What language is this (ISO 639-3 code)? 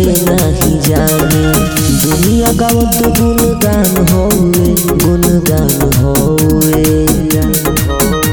bho